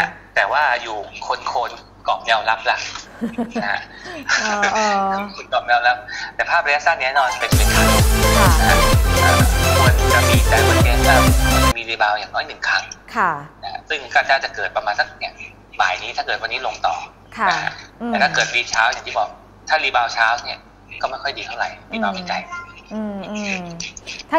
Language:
Thai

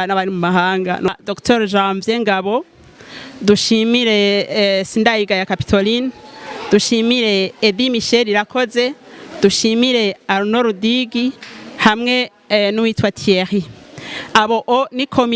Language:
Rundi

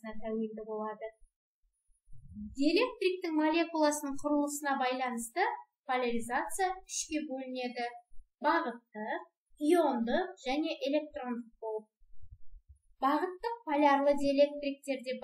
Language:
Kazakh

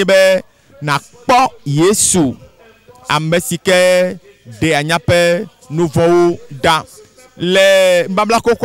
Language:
Ewe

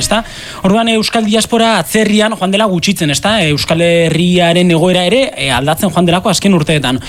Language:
Basque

